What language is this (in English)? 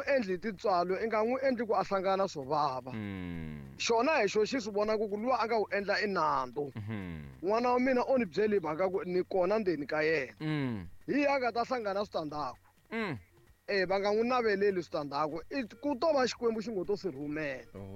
Tsonga